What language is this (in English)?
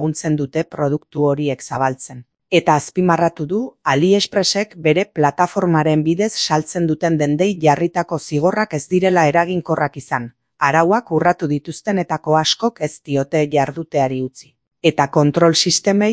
Basque